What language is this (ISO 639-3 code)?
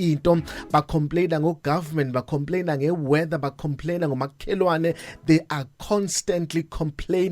zul